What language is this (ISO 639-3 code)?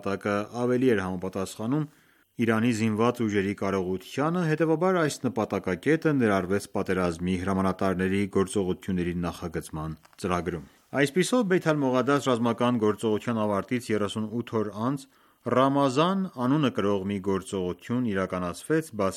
hye